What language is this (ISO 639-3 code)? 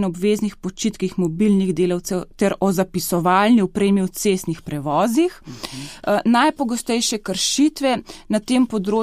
slv